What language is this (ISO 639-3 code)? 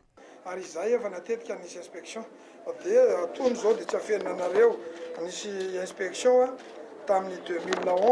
mlg